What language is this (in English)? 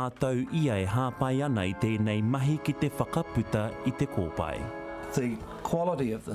Māori